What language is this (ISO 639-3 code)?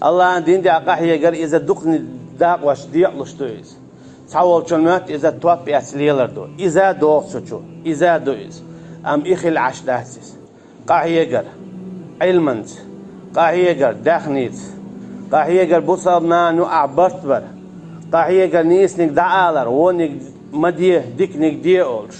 che